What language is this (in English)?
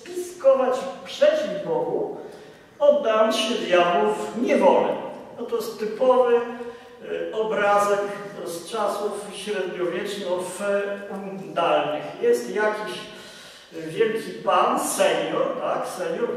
Polish